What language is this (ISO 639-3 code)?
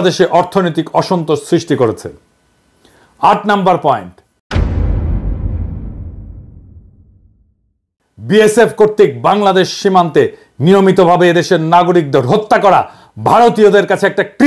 ben